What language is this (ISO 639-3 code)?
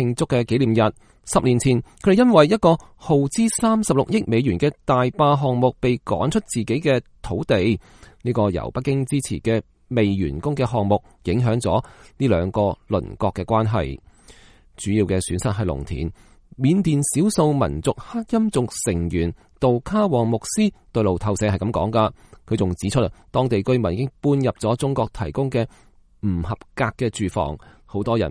yue